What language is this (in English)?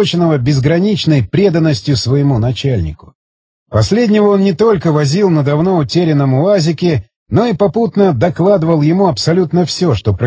Russian